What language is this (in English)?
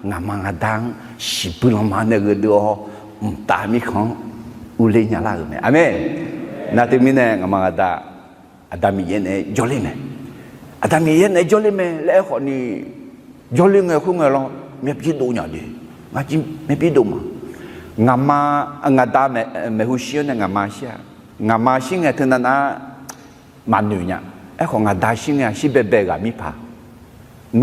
Akha